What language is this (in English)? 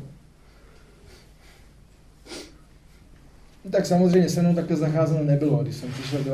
Czech